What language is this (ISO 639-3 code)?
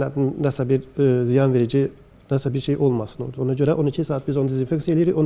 aze